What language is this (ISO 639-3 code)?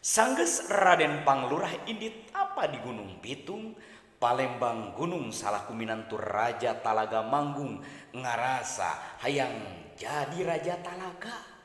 sun